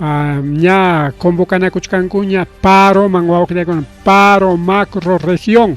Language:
Ayacucho Quechua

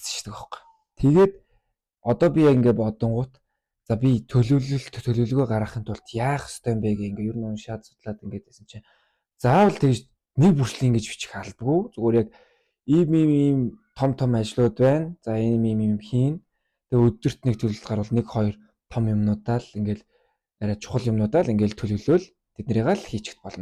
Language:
Mongolian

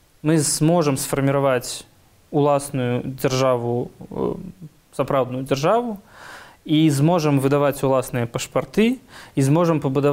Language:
Belarusian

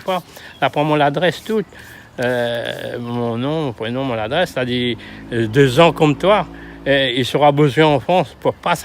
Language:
Réunion Creole French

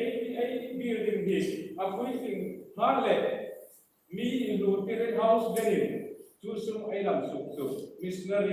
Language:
Hmar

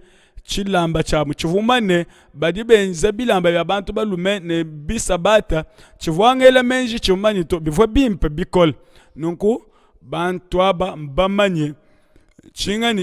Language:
Luba-Lulua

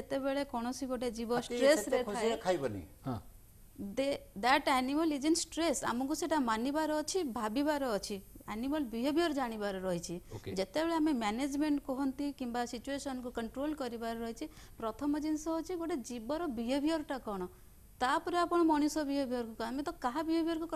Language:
Odia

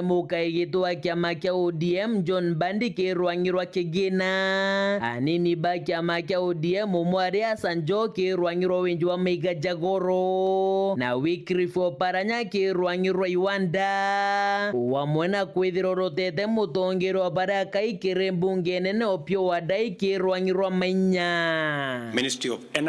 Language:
Meru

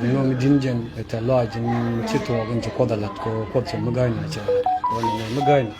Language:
Nuer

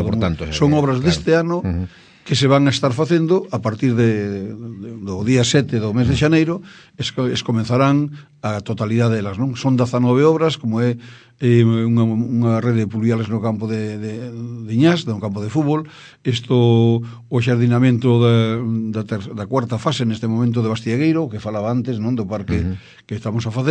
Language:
Galician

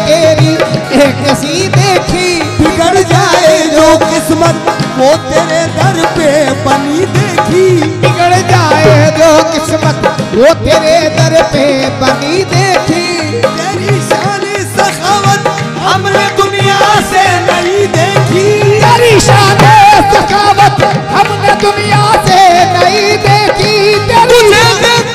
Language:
Hindi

